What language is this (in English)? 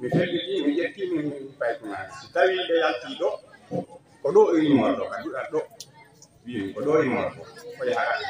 Fula